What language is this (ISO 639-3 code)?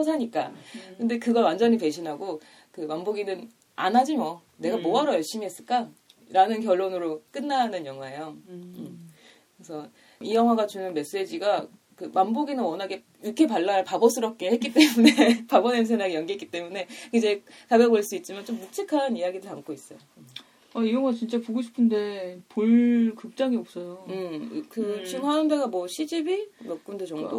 kor